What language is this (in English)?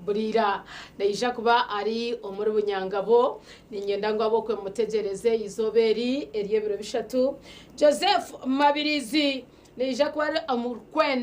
Nyankole